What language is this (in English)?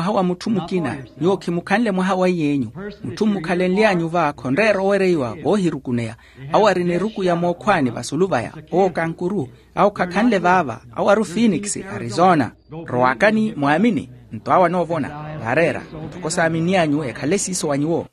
Makhuwa